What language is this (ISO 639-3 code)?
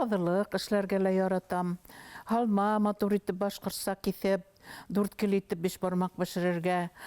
bak